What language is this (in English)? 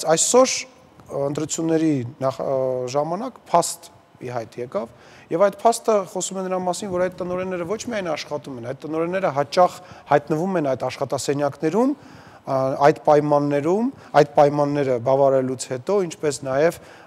Armenian